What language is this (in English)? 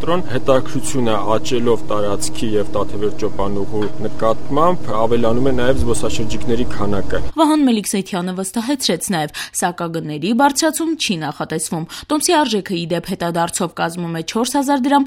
Armenian